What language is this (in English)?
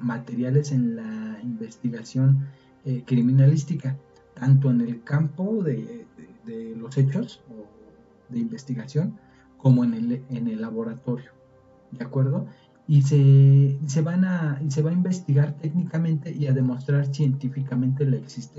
Spanish